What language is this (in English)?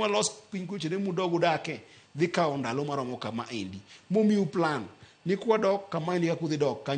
Luo (Kenya and Tanzania)